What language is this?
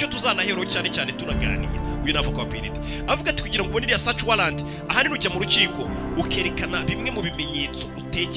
Kinyarwanda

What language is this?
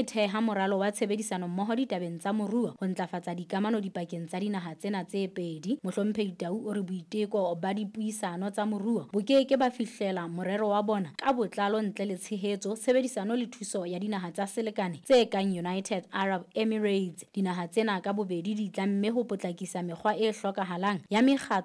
Southern Sotho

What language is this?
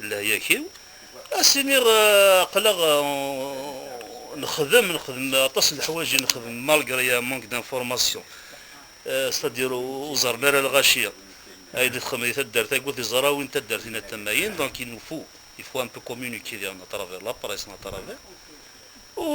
Kabyle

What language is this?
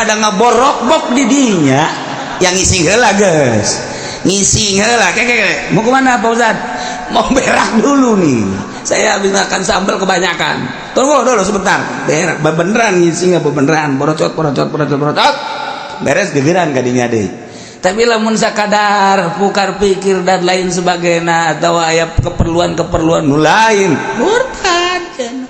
Sundanese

